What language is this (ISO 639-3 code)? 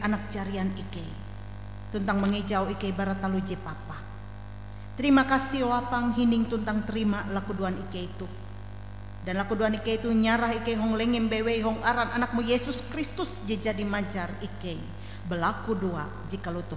nij